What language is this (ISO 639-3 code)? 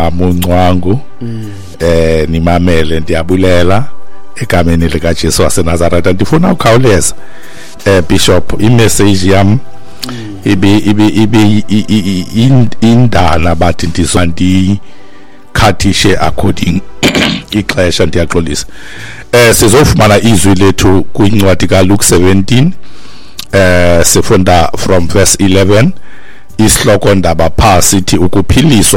xho